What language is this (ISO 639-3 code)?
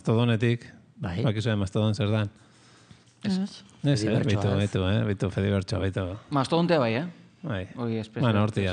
eus